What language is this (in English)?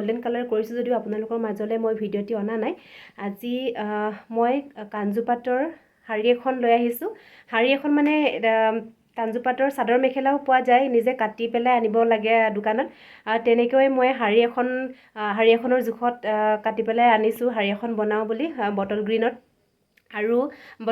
Assamese